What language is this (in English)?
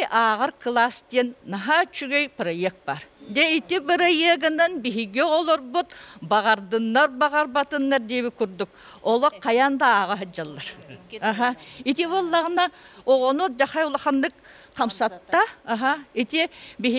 Yakut